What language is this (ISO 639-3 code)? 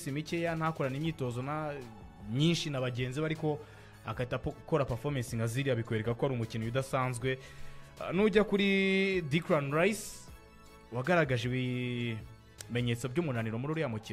kin